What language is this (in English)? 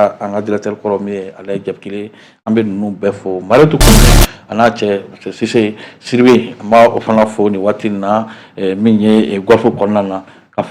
Bambara